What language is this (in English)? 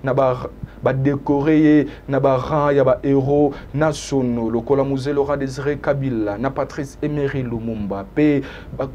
Lingala